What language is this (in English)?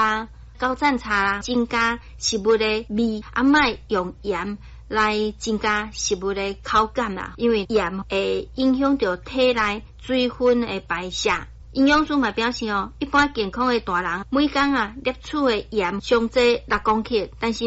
Min Nan Chinese